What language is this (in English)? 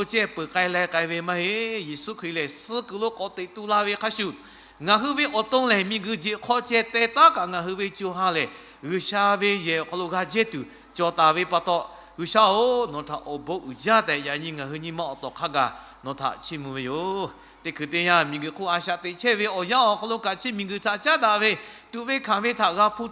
Lahu